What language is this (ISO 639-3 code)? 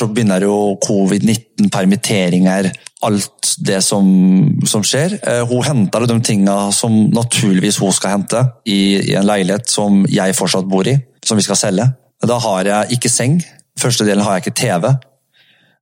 nor